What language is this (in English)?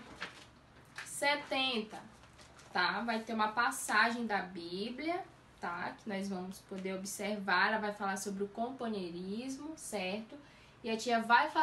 Portuguese